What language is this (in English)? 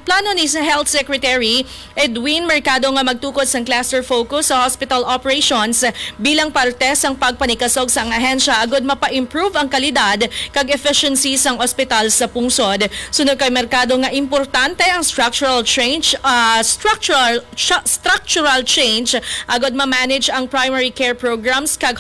Hiligaynon